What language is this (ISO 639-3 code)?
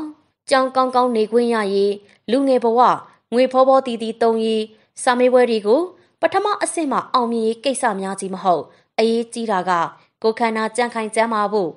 mya